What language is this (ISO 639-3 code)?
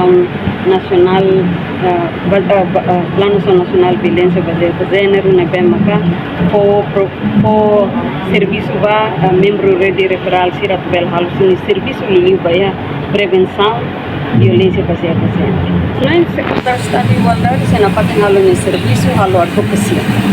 tet